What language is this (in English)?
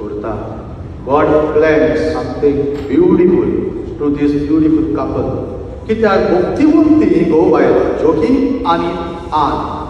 Konkani